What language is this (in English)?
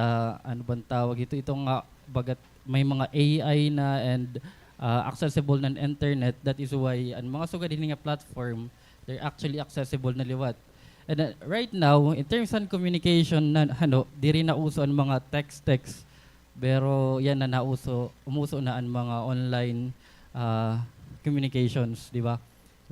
Waray